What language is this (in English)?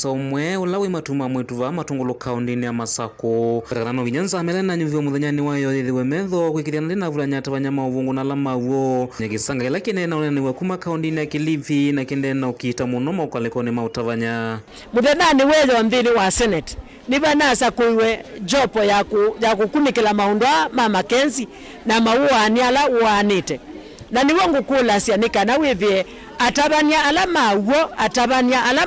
Kamba